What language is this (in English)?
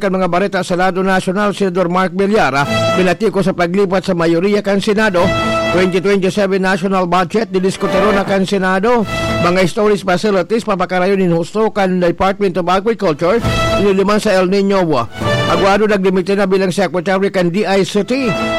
Bikol